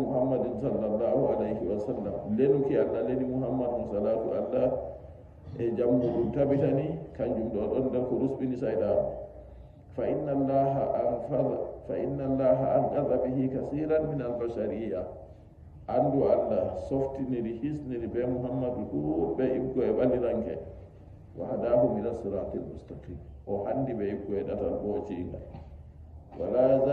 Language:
Nigerian Fulfulde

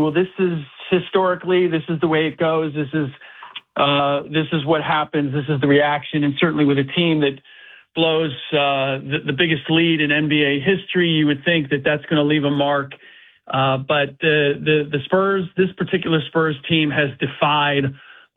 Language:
English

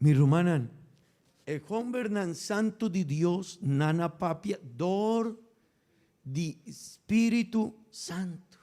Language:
Papiamento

